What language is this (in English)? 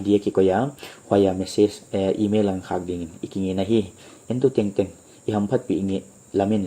Paite Chin